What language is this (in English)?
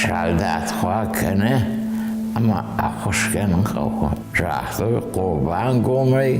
Ossetic